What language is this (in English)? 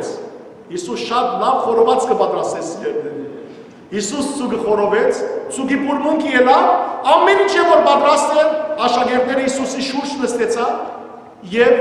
Western Armenian